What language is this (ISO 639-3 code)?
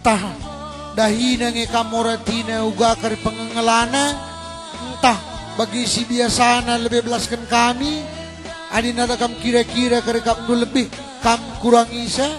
btx